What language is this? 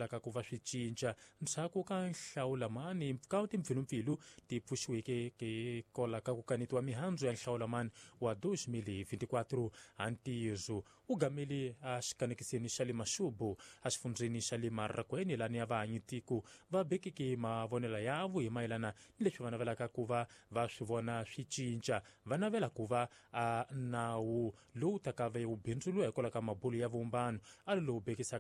Tsonga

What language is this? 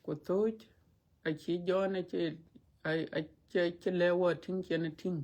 Dinka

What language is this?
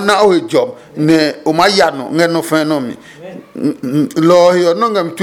Adangme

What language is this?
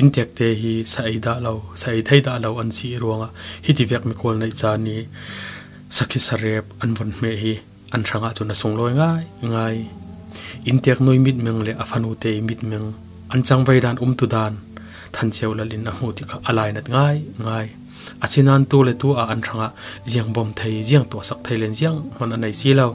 Falam Chin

